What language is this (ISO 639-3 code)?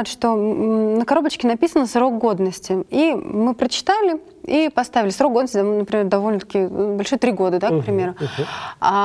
rus